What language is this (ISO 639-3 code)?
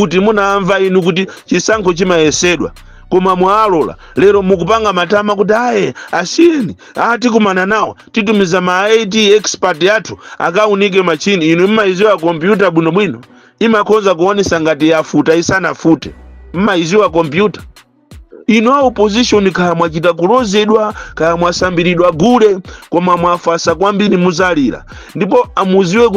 nya